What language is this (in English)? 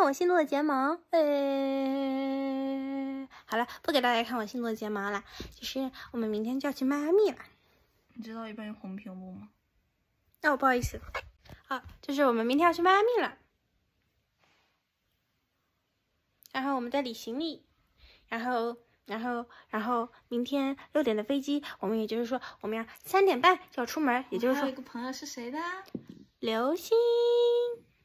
Chinese